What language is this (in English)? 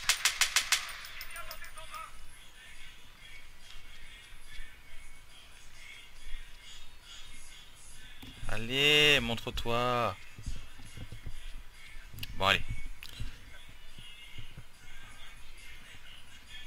French